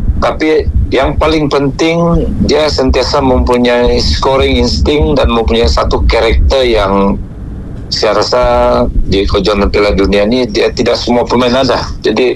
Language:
Malay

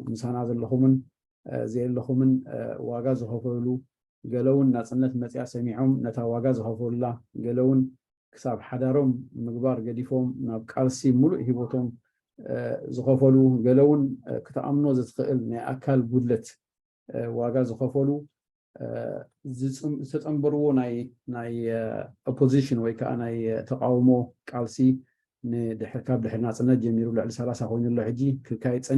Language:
Tigrinya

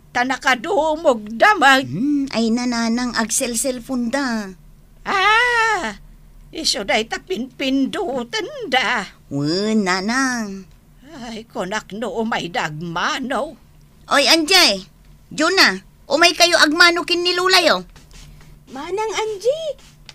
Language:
Iloko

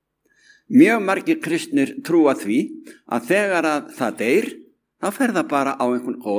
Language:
Icelandic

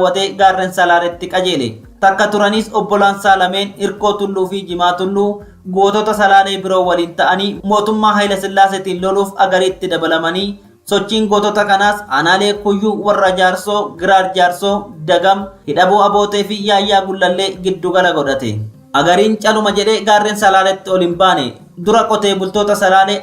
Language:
Oromo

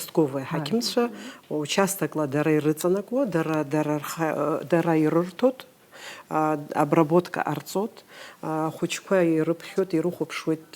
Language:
Abkhazian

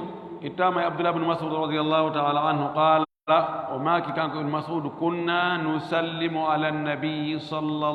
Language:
Fula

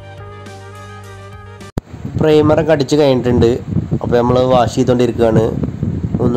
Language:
Malayalam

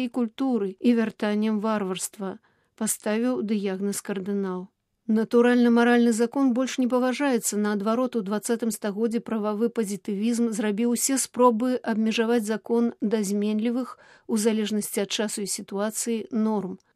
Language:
Belarusian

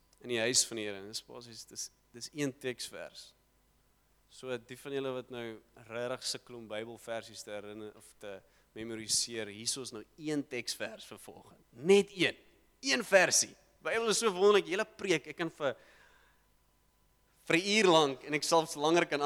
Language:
Afrikaans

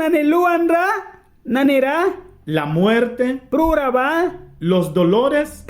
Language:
Mískito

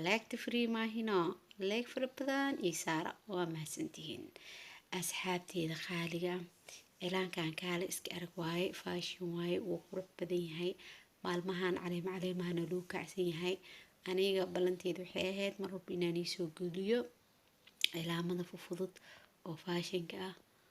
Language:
Somali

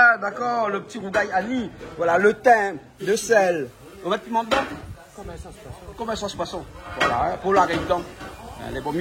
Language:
Réunion Creole French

